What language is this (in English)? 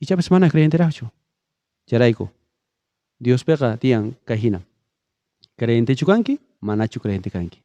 South Bolivian Quechua